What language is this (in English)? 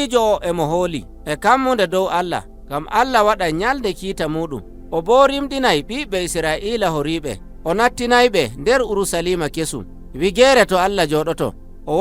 Nigerian Fulfulde